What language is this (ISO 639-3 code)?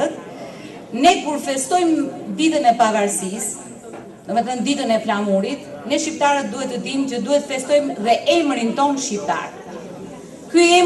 sqi